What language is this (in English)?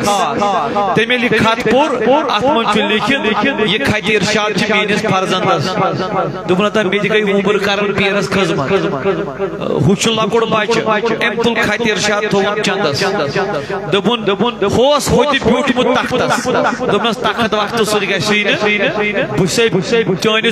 Kashmiri